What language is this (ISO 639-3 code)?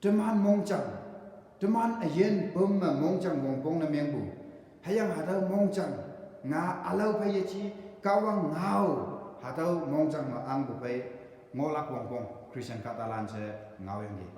nbe